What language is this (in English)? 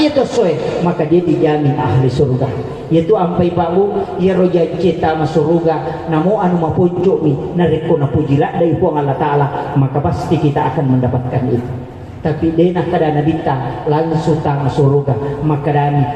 Buginese